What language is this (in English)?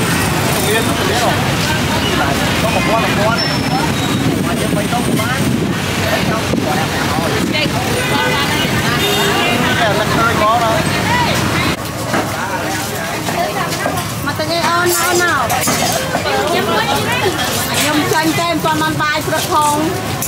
Vietnamese